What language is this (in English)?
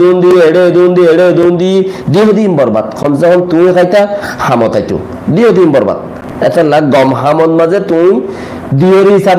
Rohingya